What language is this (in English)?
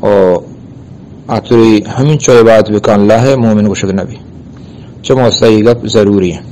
Eastern Balochi